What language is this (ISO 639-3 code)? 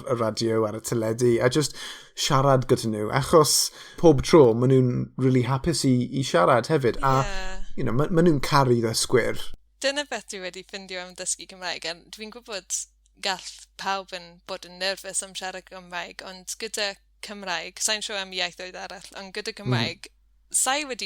cym